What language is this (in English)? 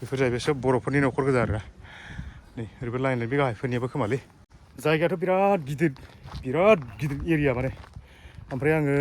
Bodo